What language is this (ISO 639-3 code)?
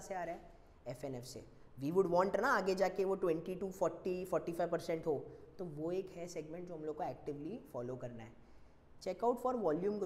hin